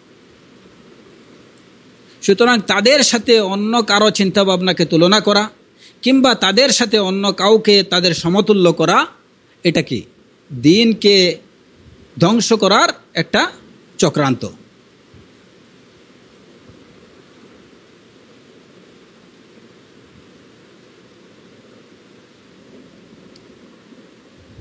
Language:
Bangla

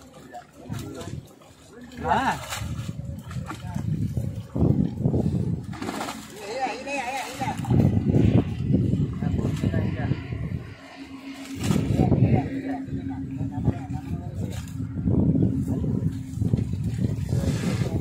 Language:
Filipino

